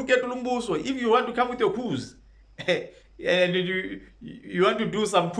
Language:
Zulu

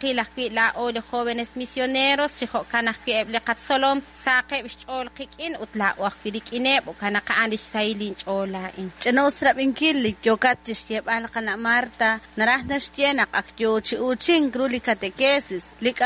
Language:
Kekchí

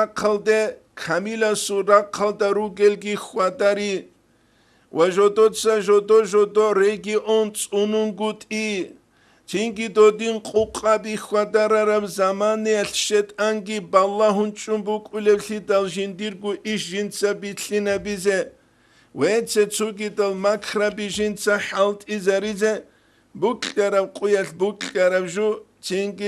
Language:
Avaric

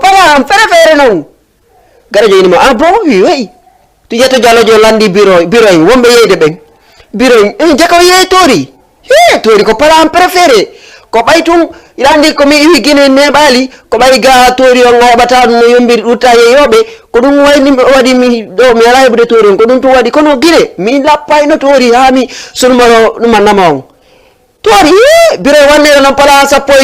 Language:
Fula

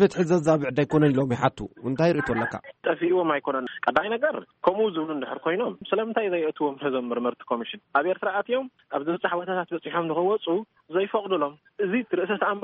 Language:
Tigrinya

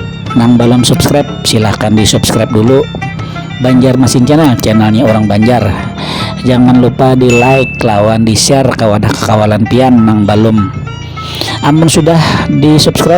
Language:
Banjar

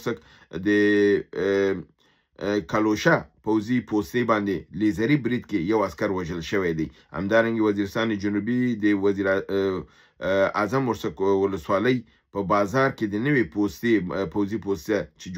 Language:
Pashto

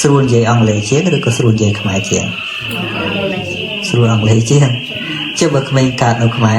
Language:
Khmer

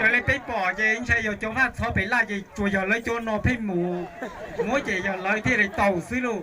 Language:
Hmong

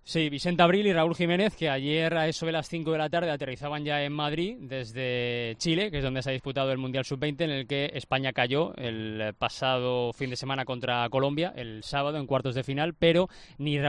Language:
Spanish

